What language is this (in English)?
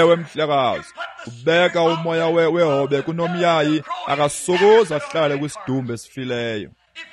Xhosa